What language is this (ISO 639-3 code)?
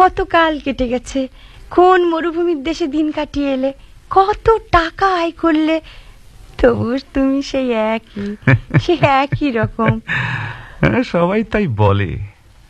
ben